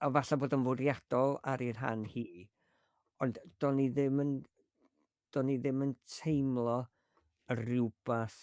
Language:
Welsh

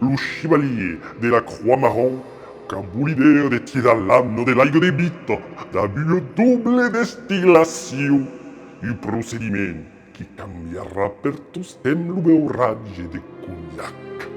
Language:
Occitan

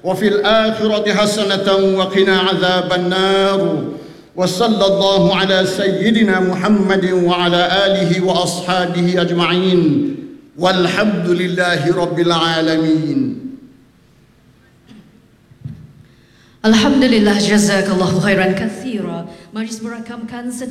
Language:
Malay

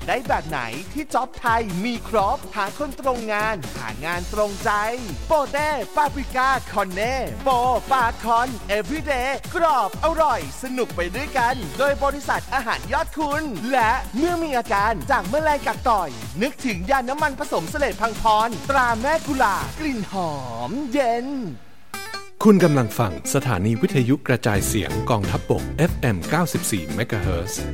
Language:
Thai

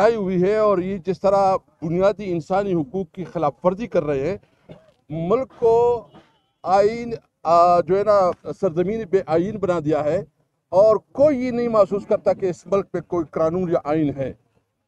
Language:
Urdu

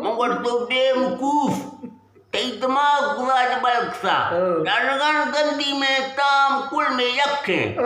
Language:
Eastern Balochi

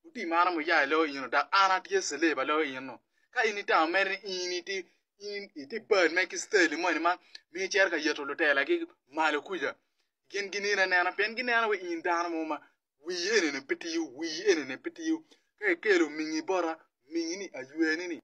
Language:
Acoli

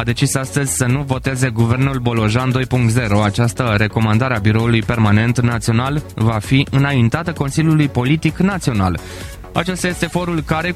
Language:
Romanian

